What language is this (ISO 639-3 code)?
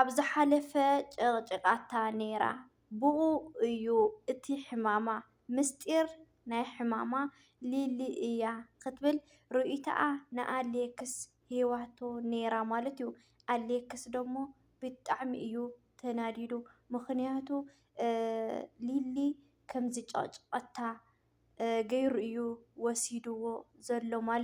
tir